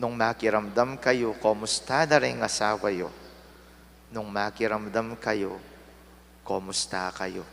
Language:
Pampanga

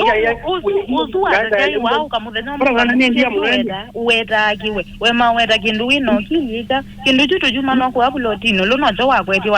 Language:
Kamba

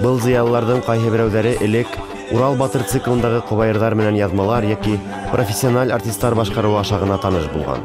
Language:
Bashkir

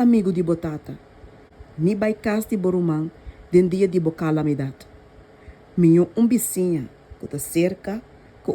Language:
Papiamento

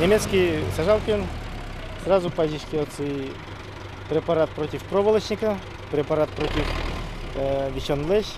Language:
Udmurt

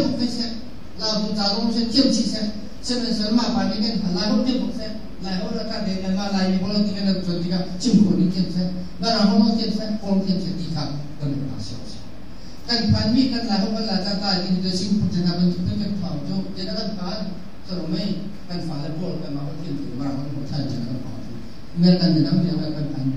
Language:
Hakha Chin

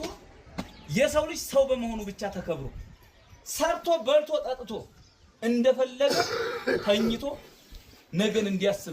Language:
Amharic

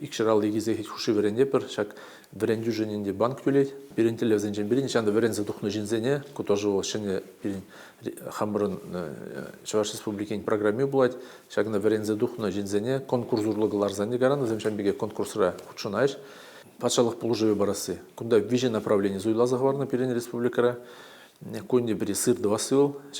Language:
Chuvash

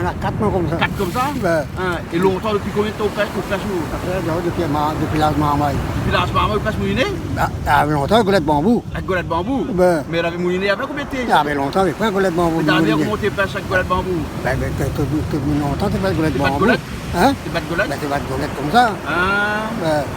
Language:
Réunion Creole French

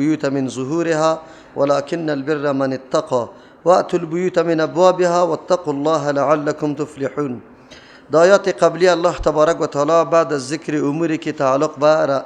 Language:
Persian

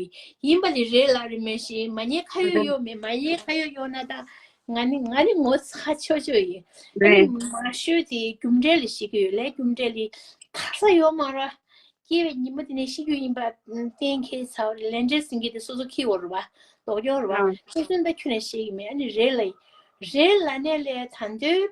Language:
Tibetan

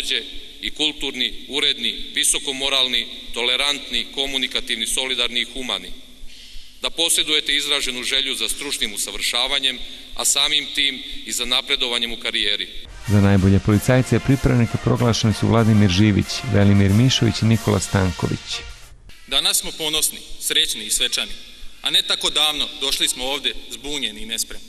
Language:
Serbian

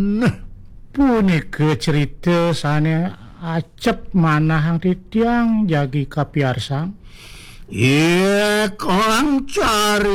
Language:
Balinese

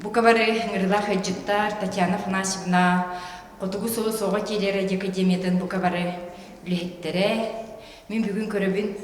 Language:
Yakut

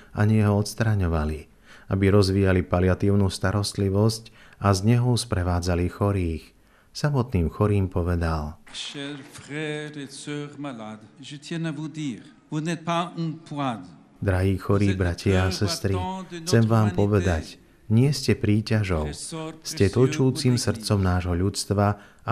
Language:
Slovak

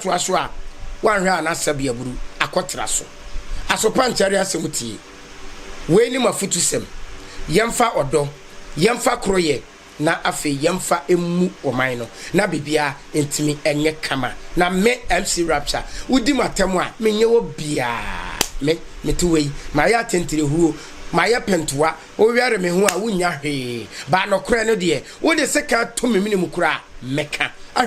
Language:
Akan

